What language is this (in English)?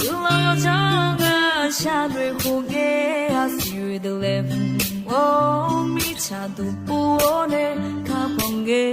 Akha